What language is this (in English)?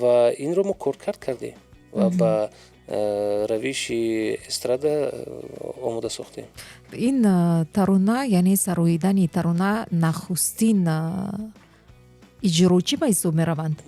Tajik